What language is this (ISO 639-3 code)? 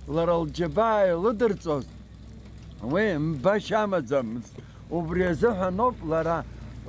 abk